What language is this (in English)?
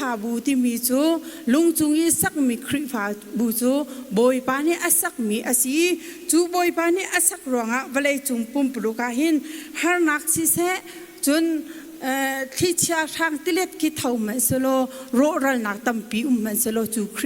Hakha Chin